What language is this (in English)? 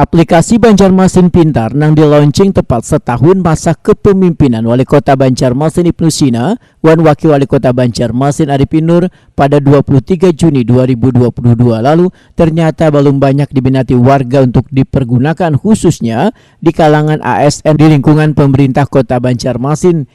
Banjar